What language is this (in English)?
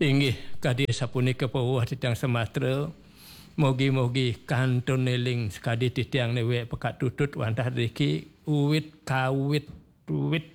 Balinese